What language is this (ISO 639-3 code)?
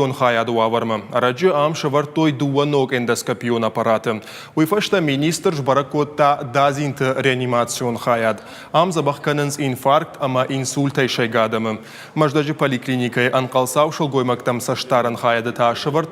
oss